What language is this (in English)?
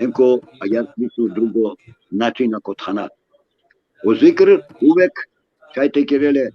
Balkan Romani